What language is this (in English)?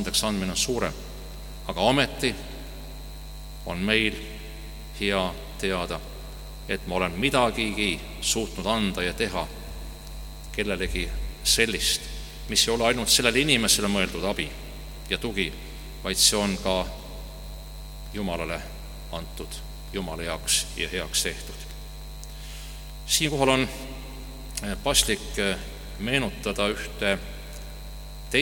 Estonian